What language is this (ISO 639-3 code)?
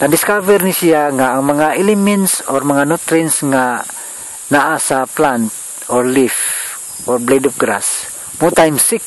ceb